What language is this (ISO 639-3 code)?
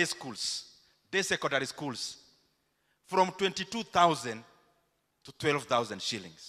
guz